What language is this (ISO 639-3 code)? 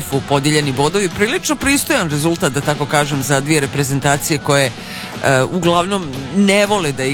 srp